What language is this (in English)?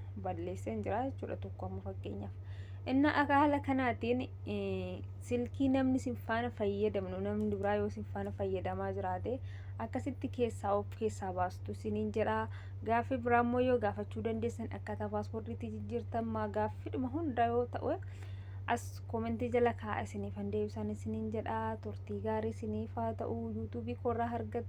Oromo